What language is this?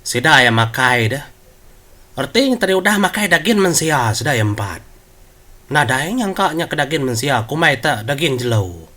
Iban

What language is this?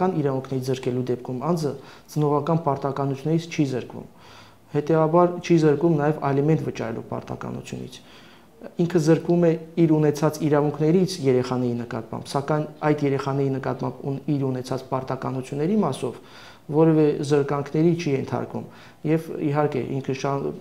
Armenian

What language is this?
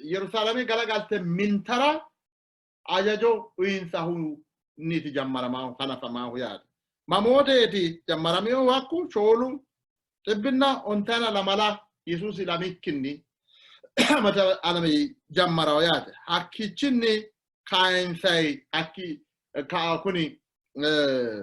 Sidamo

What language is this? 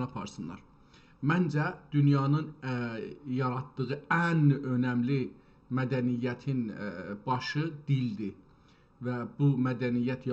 South Azerbaijani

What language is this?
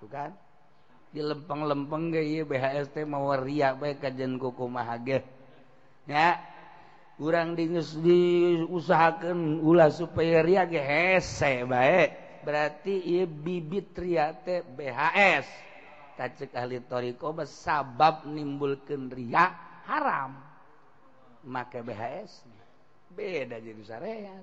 Sundanese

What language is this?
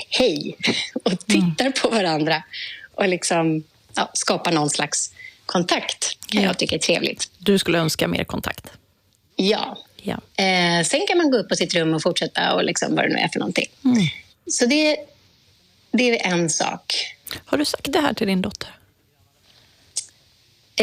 Swedish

